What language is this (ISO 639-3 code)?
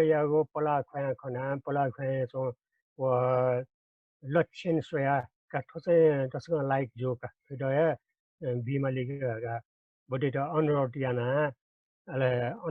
new